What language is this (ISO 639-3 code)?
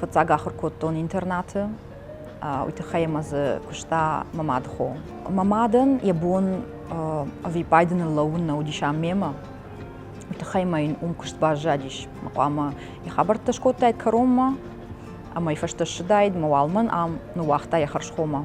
oss